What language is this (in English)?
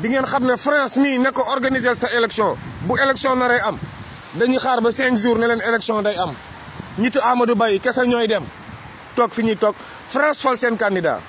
Wolof